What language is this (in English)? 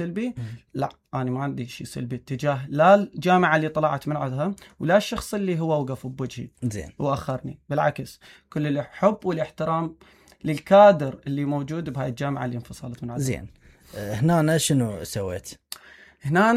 Mesopotamian Arabic